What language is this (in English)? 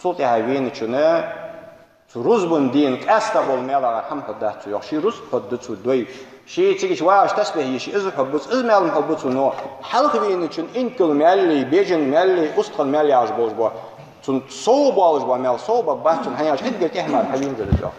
Ingush